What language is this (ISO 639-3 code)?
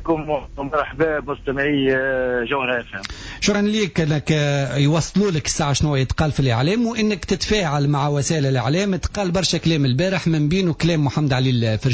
aeb